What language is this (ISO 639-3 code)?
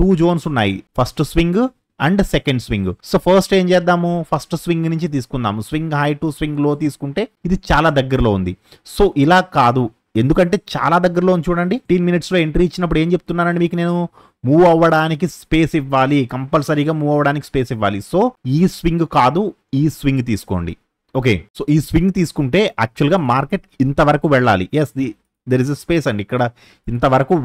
tel